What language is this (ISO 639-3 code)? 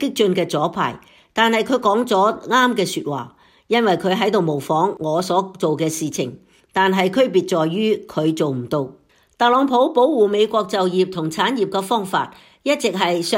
yue